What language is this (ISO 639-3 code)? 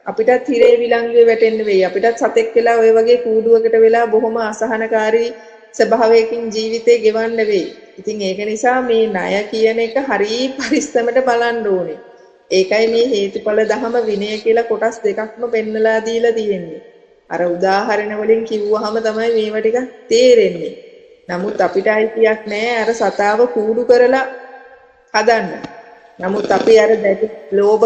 sin